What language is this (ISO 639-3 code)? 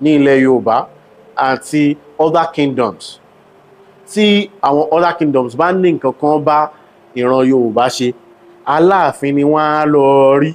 yor